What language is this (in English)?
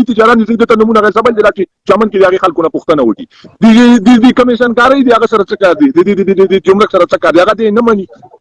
Pashto